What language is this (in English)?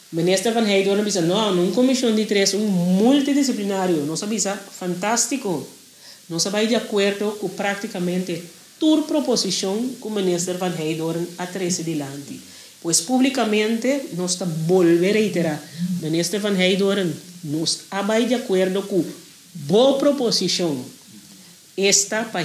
Papiamento